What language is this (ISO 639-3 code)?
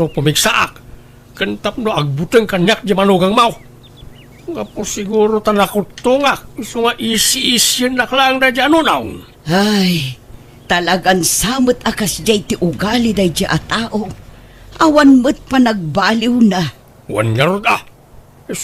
ilo